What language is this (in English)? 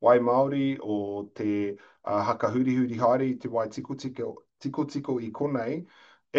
Māori